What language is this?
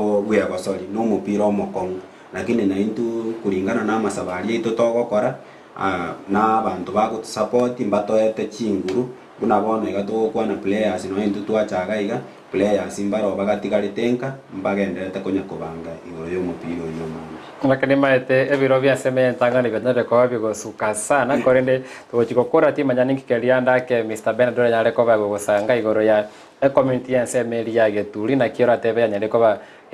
Gusii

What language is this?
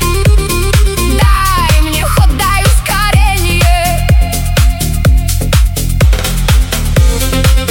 Russian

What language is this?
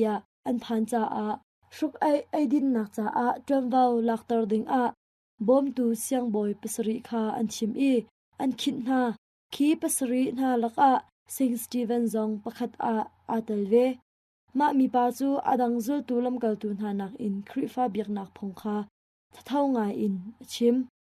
Hakha Chin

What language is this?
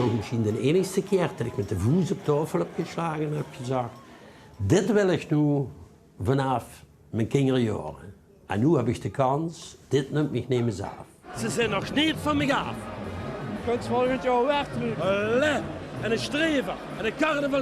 Limburgish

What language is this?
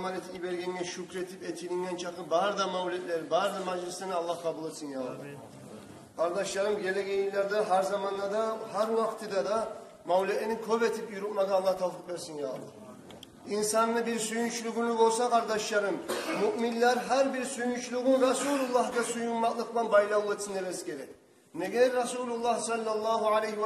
Kumyk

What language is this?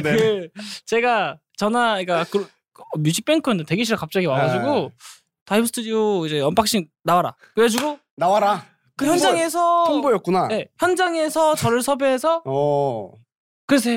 Korean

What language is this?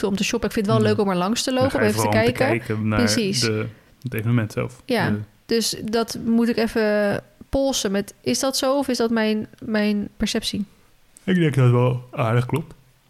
Dutch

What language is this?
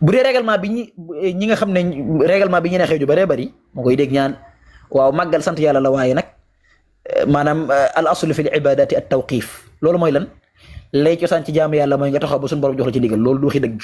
Wolof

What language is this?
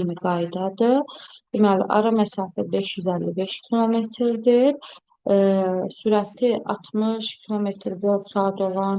Azerbaijani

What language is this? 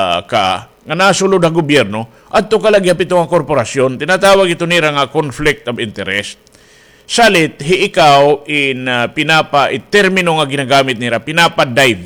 Waray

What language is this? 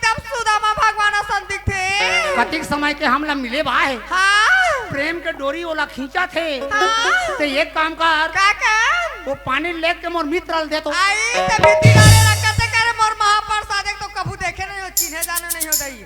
Chhattisgarhi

